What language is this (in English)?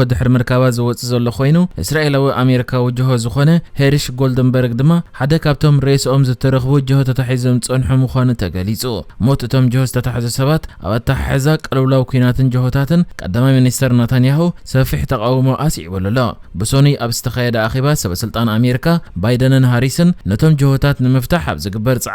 Tigrinya